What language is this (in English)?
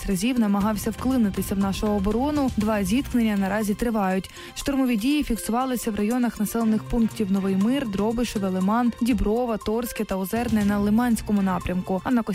Ukrainian